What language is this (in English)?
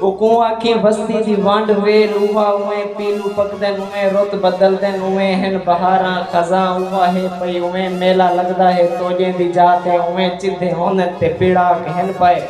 Saraiki